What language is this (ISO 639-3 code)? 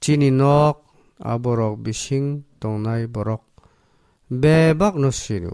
trp